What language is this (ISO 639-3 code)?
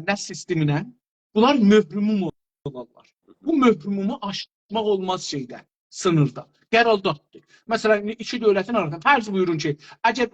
azb